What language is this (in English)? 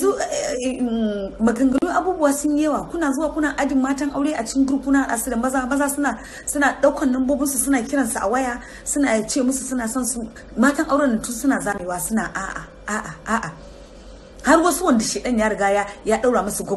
Hausa